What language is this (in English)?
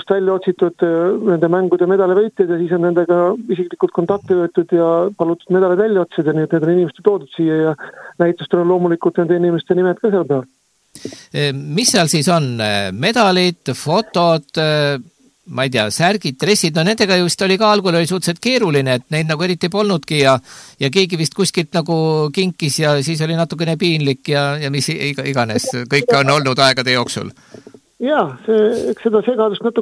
Estonian